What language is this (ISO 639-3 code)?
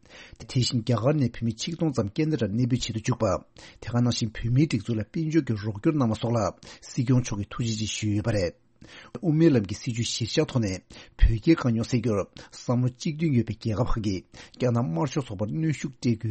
bod